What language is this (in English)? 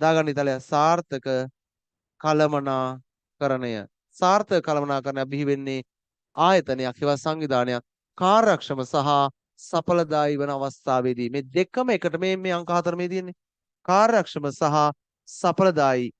Sinhala